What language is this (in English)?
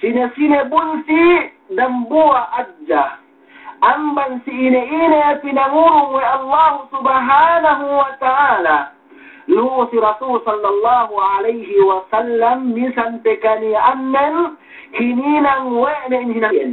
Yakan